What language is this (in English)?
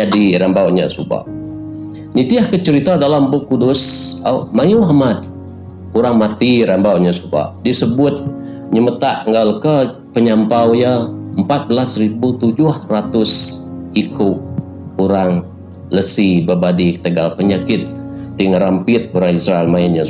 Iban